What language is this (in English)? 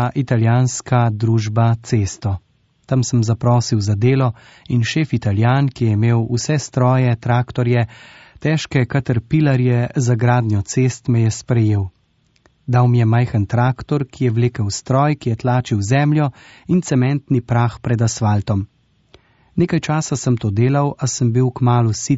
Slovenian